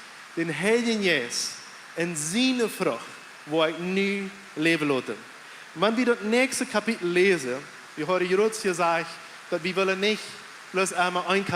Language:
Plautdietsch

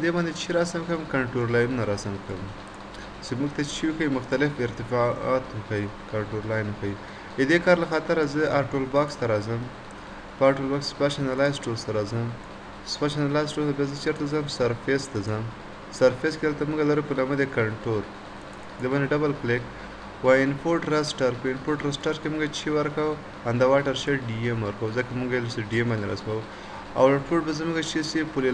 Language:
Pashto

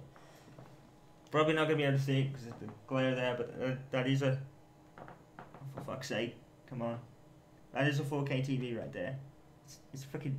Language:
English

